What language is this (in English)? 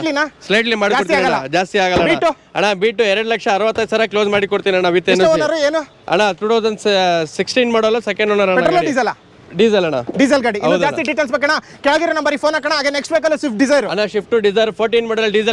Kannada